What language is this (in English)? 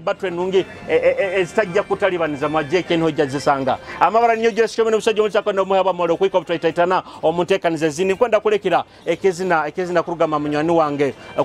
Nyoro